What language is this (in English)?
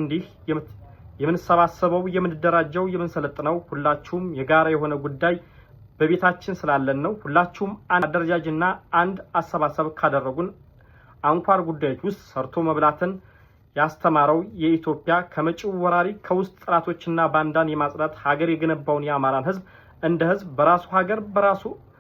Amharic